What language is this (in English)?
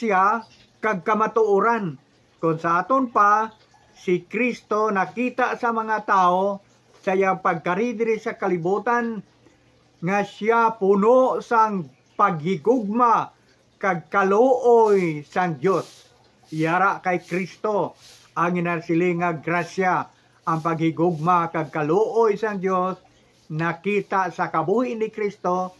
Hiligaynon